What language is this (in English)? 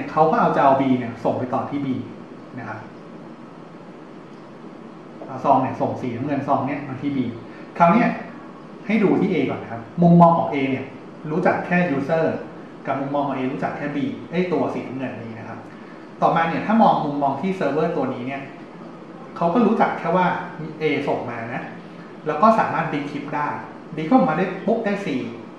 Thai